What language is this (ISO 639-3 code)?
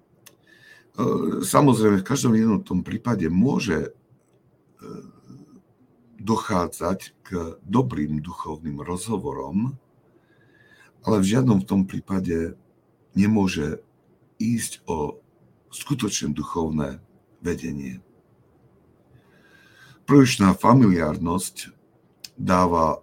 slk